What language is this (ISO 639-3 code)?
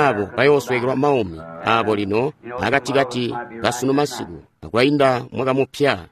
toi